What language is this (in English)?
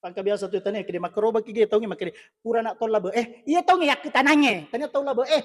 Buginese